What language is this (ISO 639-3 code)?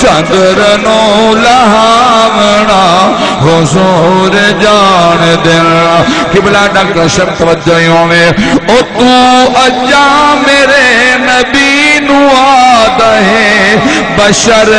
skr